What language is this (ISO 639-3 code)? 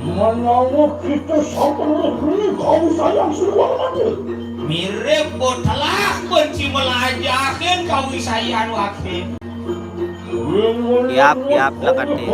ban